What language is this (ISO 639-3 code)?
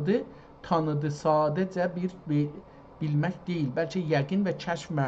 azb